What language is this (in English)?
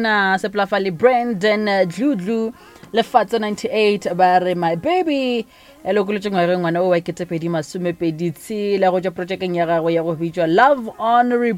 Northern Sotho